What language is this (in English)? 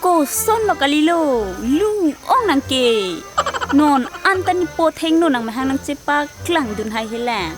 Karbi